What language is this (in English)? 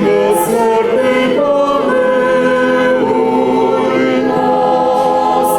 Rusyn